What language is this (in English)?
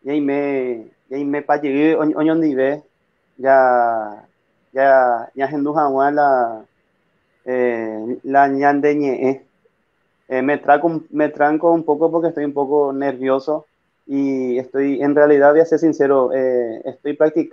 Guarani